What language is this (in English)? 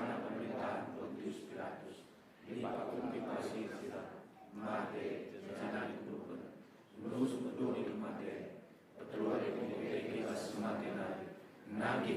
Batak Karo